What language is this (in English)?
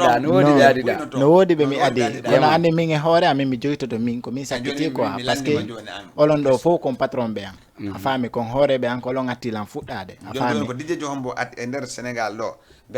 Fula